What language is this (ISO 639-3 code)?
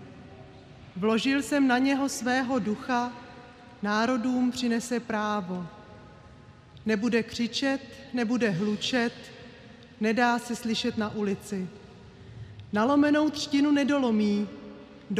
ces